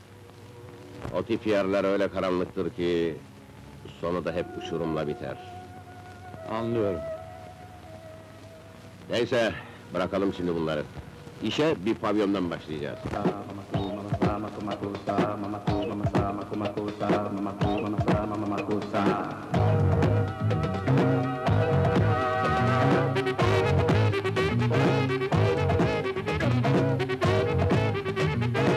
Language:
Turkish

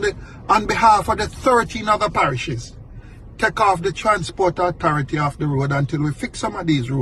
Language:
Jamaican Creole English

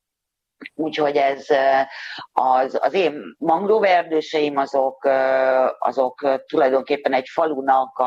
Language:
Hungarian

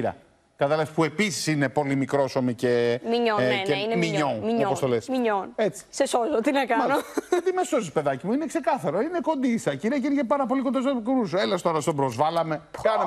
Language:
Greek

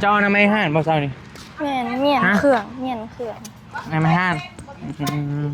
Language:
Northeastern Thai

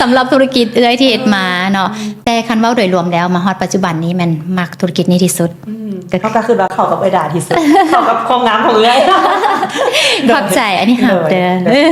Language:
Lao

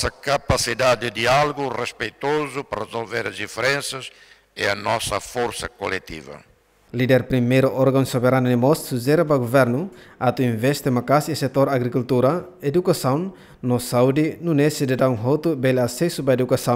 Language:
Tetum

